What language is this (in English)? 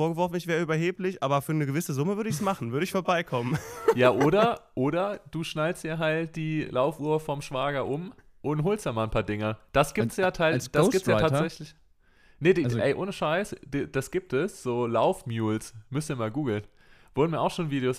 German